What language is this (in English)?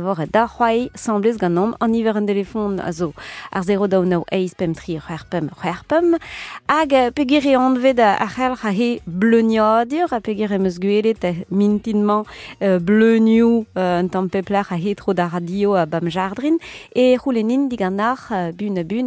Breton